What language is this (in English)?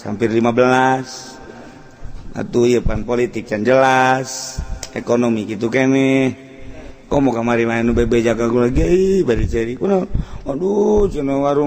Sundanese